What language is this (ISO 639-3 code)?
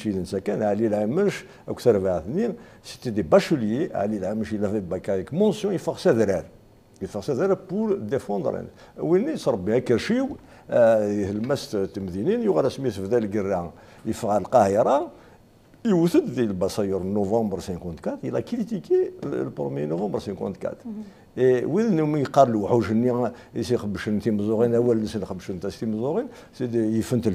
kab